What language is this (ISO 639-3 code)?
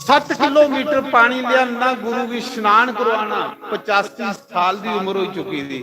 doi